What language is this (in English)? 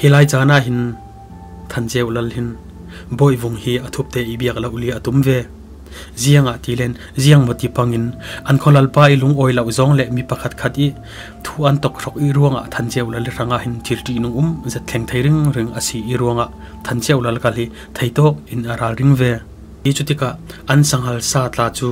Falam Chin